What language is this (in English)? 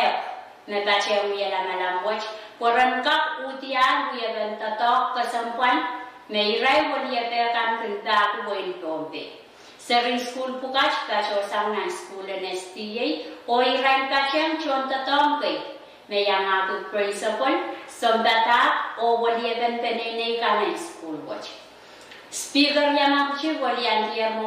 Pohnpeian